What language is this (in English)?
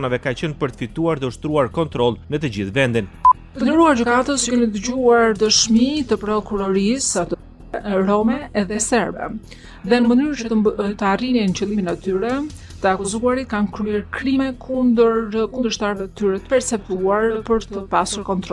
Albanian